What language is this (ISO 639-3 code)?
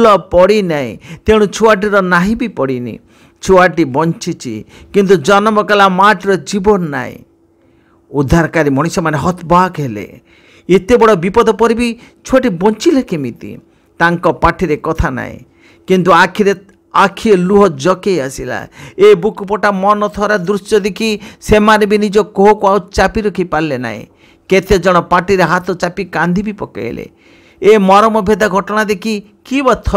ori